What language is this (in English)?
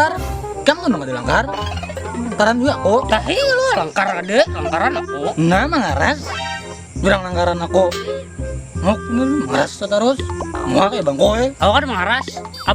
Banjar